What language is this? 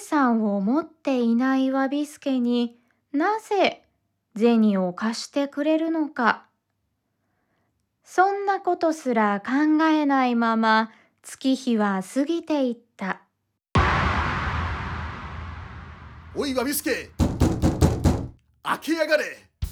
Japanese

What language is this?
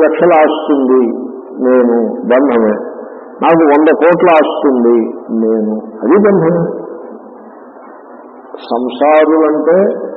Telugu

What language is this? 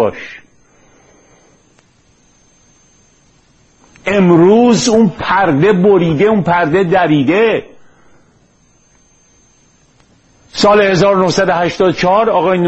Persian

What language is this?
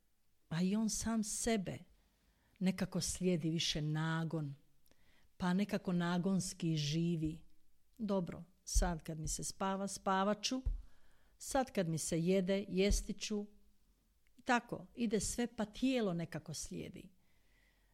Croatian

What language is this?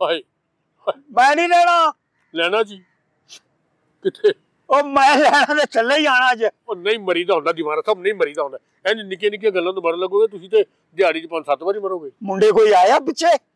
Punjabi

